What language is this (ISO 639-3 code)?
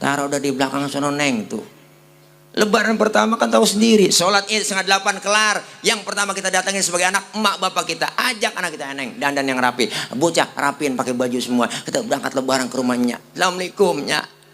bew